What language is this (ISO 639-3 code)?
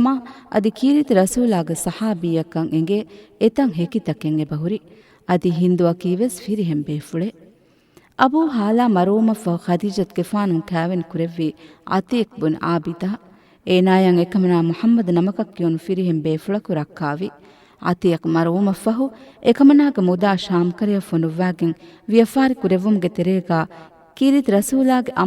div